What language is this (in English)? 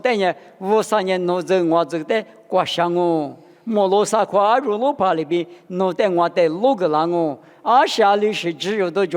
Lisu